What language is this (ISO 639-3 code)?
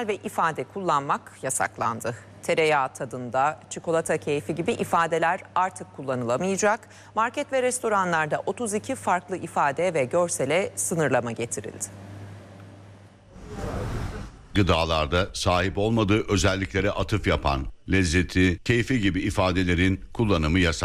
tur